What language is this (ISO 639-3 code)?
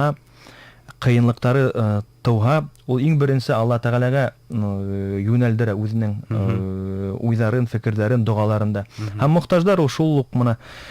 bak